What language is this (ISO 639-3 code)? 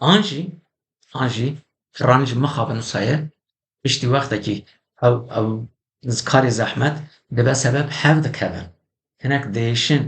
kur